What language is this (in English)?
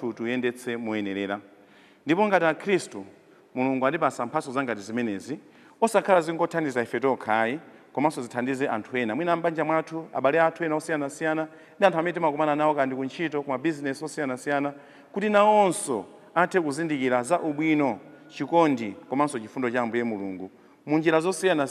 Nyanja